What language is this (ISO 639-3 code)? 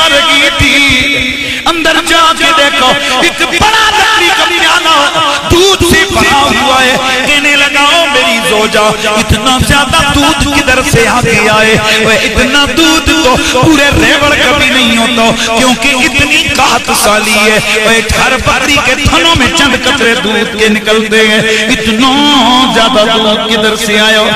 urd